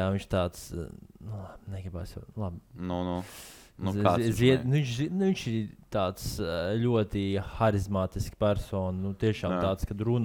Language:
Latvian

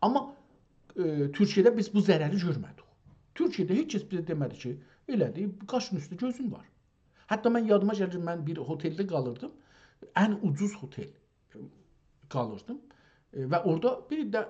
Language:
South Azerbaijani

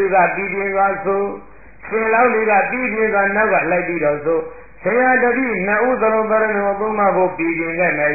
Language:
Burmese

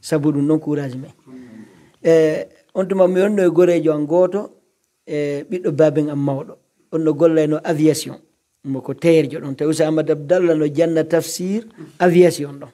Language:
Pular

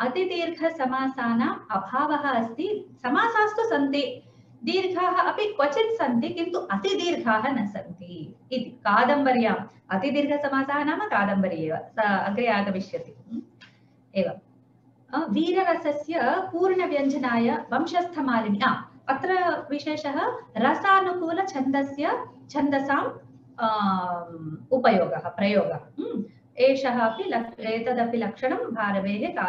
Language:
Sanskrit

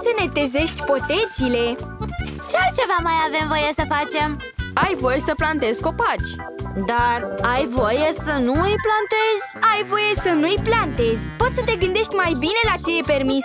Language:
Romanian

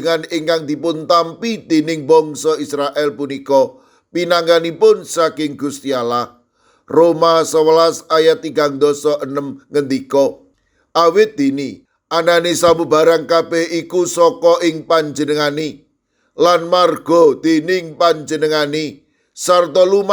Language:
Javanese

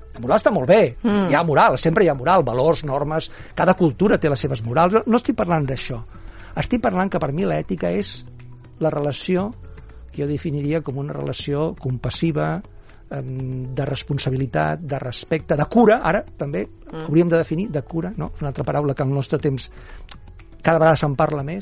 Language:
Catalan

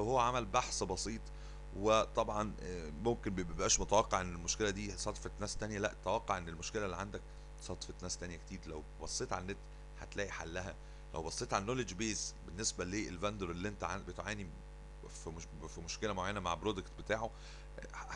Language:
Egyptian Arabic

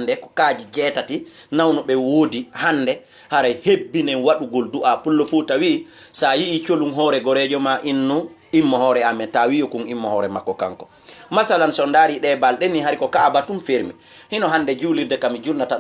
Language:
Fula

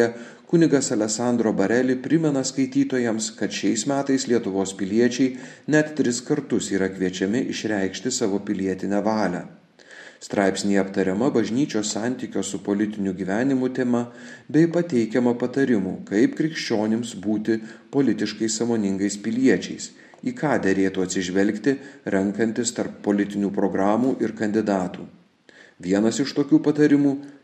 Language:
Lithuanian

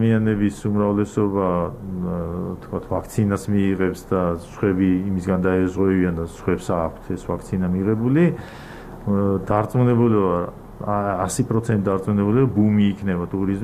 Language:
Georgian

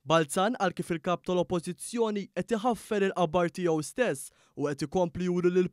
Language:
Maltese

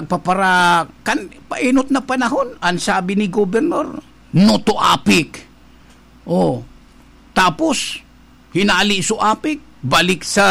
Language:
Bikol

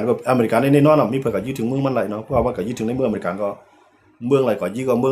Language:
Shan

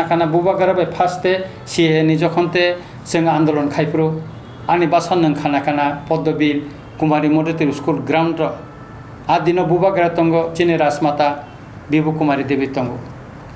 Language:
Kok Borok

